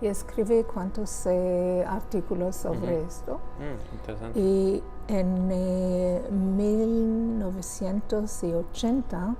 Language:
Ladino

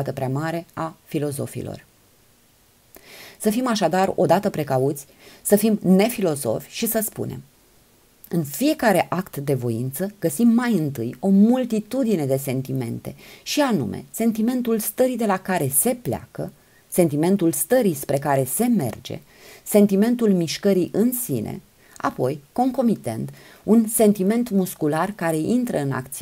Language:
Romanian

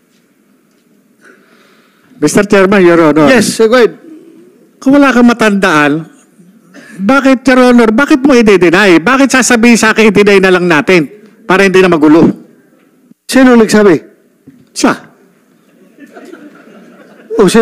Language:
Filipino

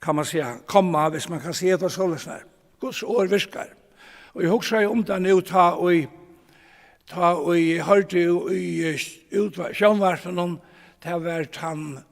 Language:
Faroese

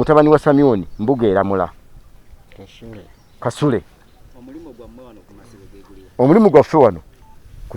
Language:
Ganda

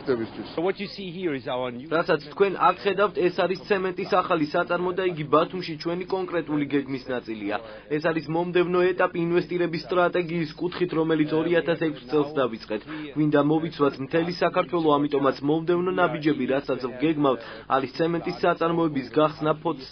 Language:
Georgian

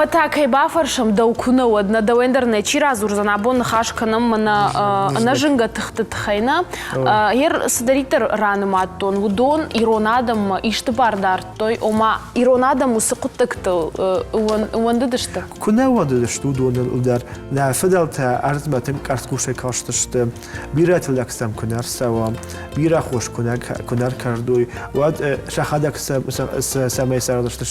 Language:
Ossetic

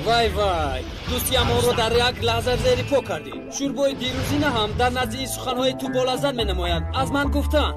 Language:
Tajik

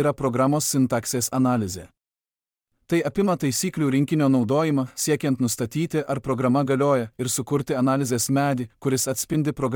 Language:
Lithuanian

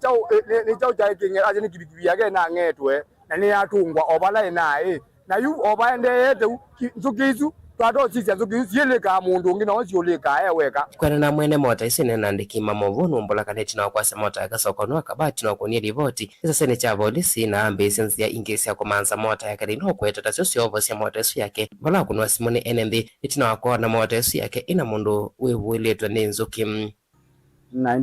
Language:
Kamba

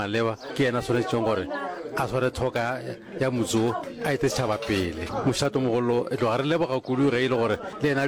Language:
Northern Sotho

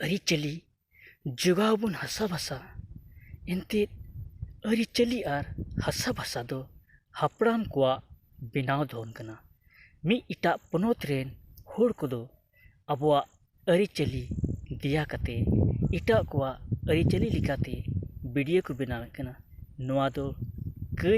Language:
Santali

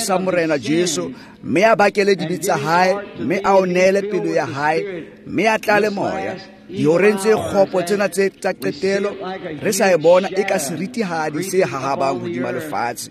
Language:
Tswana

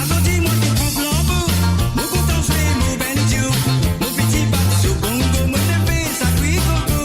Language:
Morisyen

